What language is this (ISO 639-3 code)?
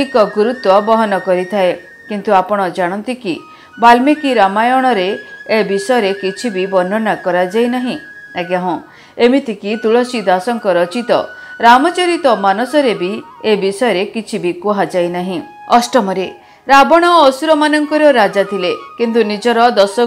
ori